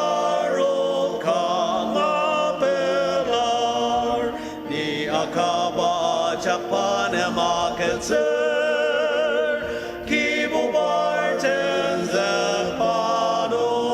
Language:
Ao Naga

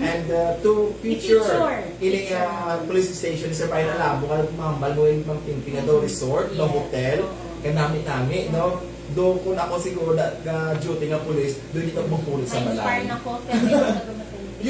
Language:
Hiligaynon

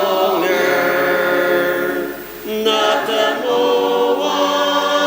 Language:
Ao Naga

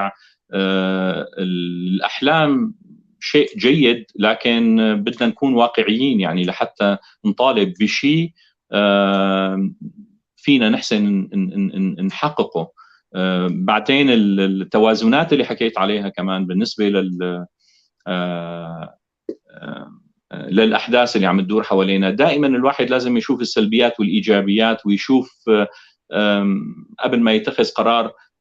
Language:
North Levantine Arabic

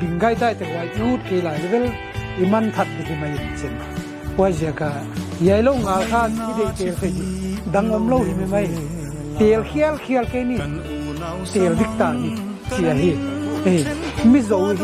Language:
Mizo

